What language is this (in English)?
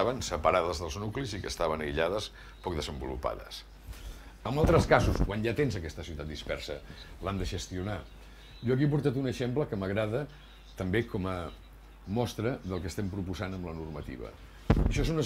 Catalan